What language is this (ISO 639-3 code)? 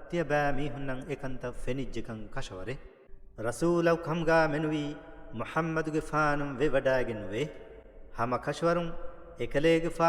div